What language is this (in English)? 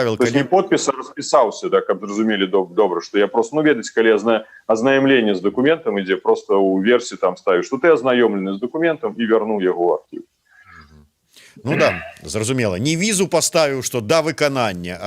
Belarusian